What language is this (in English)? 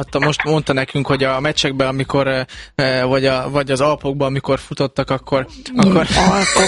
Hungarian